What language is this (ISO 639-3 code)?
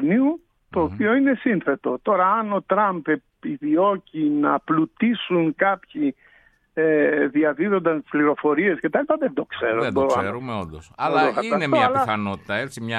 ell